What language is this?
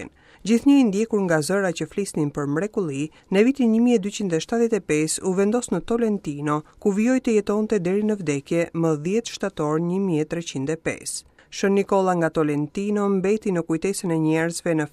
Albanian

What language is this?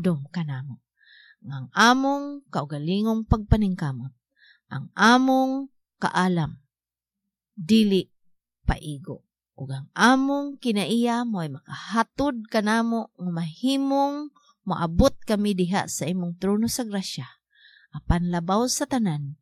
Cebuano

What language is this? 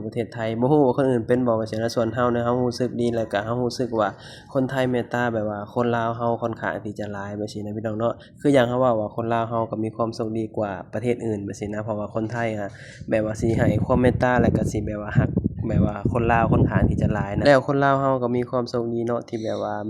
Lao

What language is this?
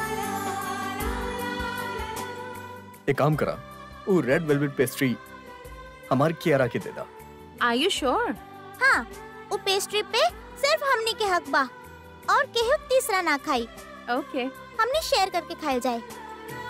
Bhojpuri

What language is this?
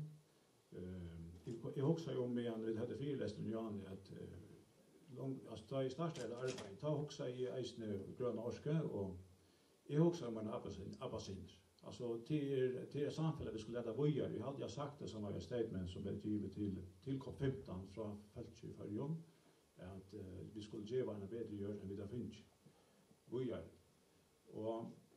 Faroese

